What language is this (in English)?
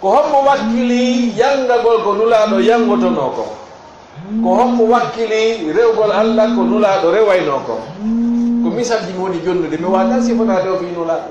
Fula